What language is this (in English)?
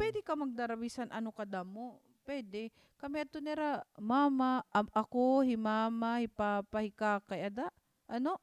Waray